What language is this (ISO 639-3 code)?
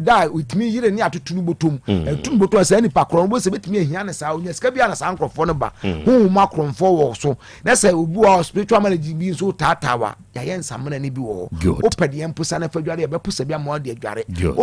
aka